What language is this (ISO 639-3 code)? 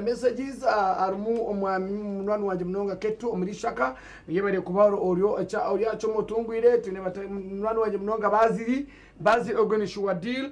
nyn